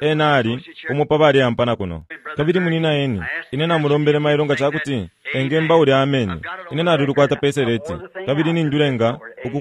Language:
Bemba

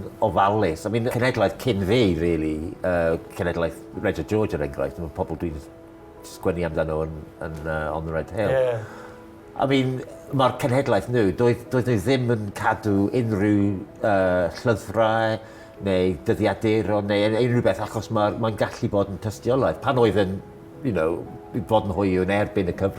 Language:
Welsh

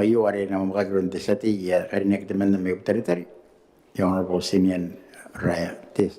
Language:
Gilbertese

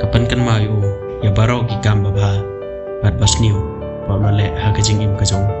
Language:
Khasi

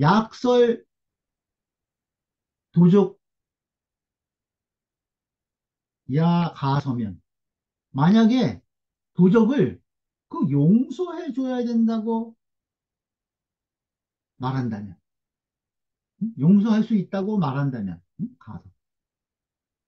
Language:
Korean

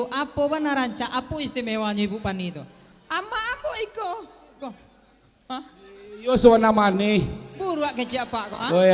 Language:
Minangkabau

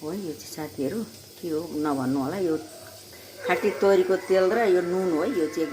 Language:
Nepali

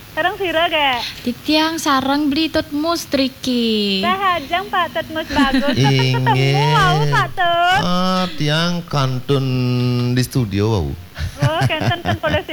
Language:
Balinese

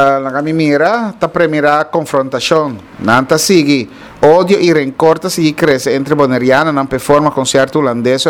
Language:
Papiamento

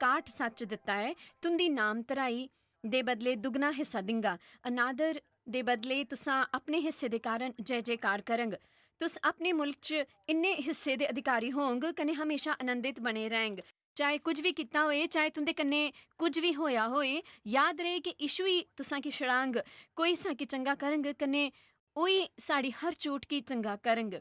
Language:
Dogri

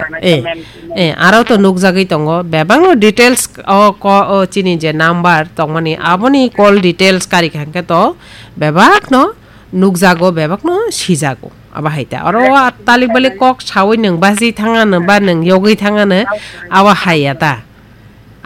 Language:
Kok Borok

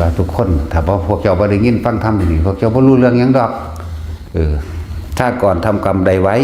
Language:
Northeastern Thai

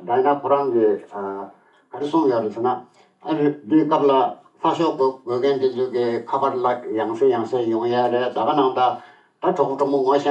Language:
Tibetan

